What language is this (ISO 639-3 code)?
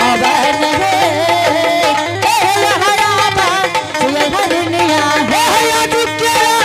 anp